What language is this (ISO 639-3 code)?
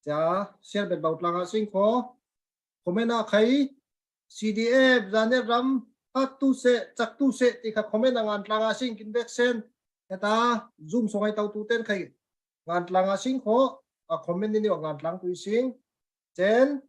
cfm